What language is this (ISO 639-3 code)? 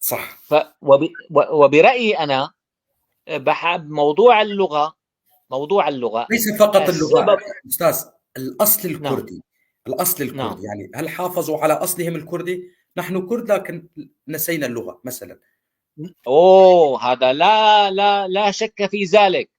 apc